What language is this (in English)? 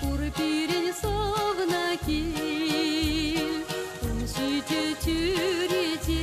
Chuvash